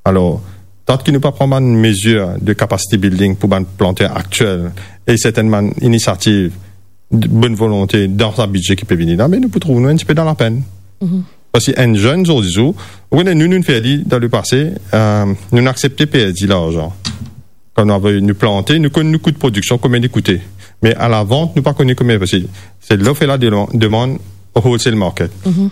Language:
Morisyen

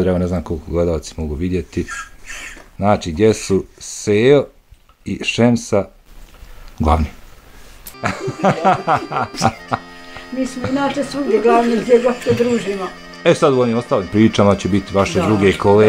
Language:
Bosnian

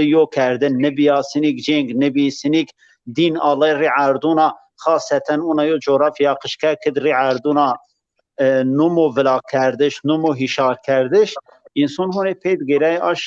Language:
Zaza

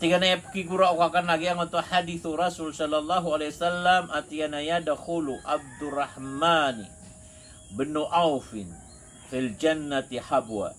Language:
Maranao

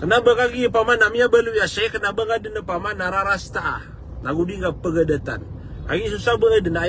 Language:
Maranao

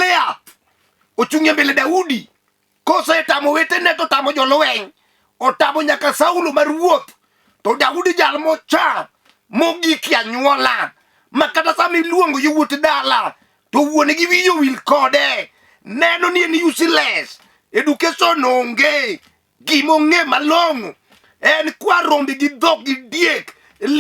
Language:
Luo (Kenya and Tanzania)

